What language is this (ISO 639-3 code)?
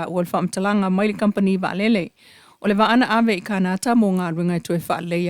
smo